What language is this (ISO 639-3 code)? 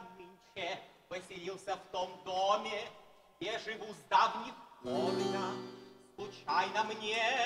rus